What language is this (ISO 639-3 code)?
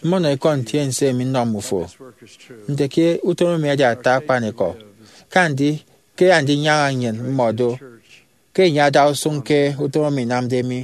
efi